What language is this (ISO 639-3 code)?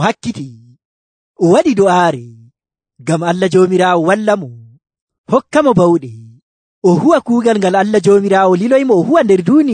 fuv